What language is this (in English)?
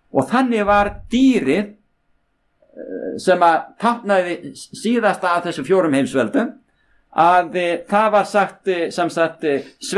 Icelandic